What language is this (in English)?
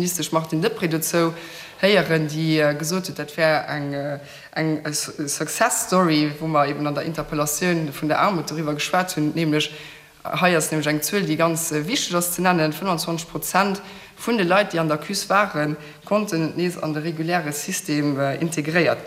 Luxembourgish